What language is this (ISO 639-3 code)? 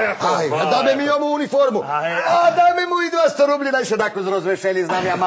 rue